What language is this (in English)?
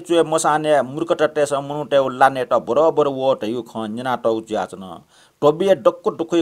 Newari